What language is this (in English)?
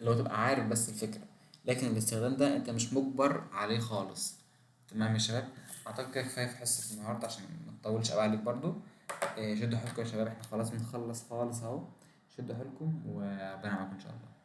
Egyptian Arabic